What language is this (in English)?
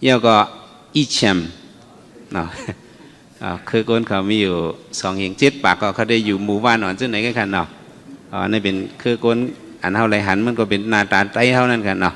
Shan